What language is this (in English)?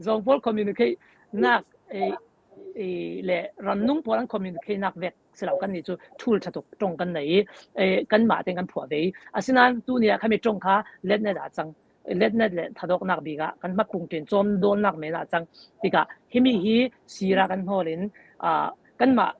Falam Chin